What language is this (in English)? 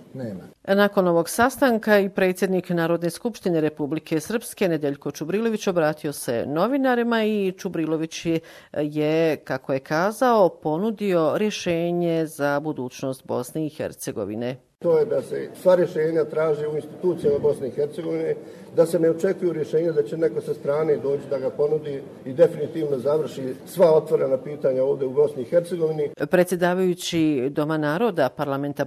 Bosnian